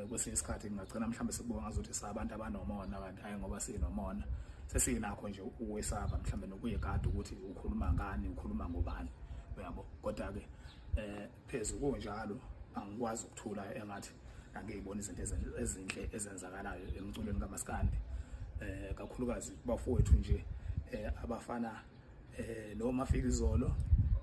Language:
Zulu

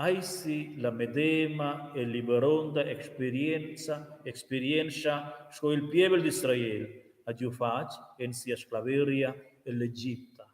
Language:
Romansh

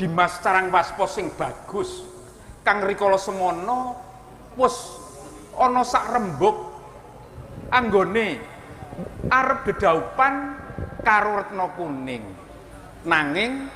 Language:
Javanese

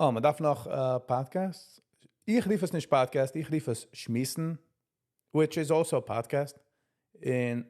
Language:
Yiddish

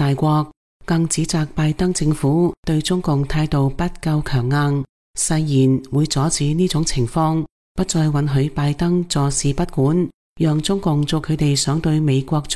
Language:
Cantonese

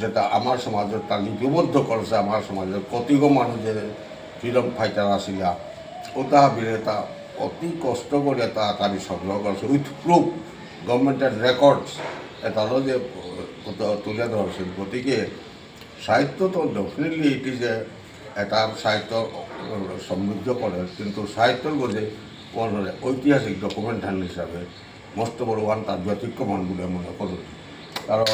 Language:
Bishnupriya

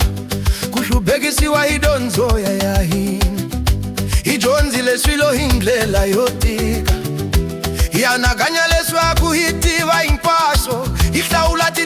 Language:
Tsonga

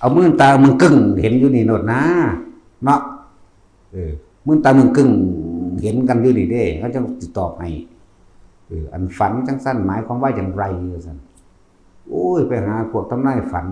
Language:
Northeastern Thai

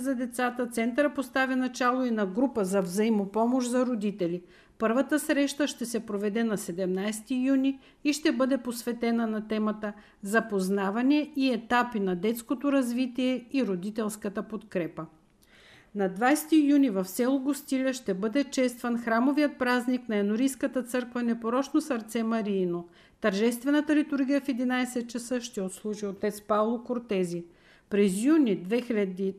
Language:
Bulgarian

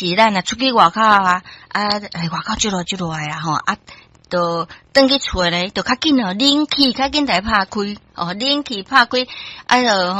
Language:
Min Nan Chinese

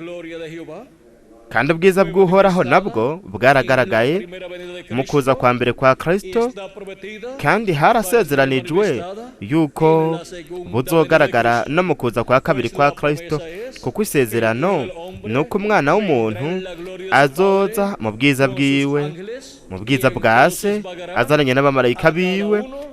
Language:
Rundi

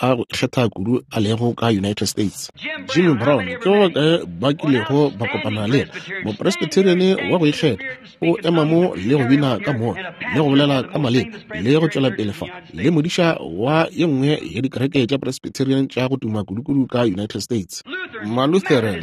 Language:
Northern Sotho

